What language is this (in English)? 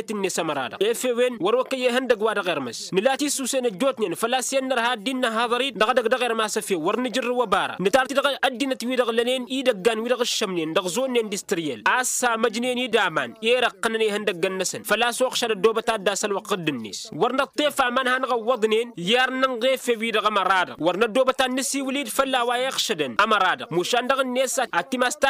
Tamasheq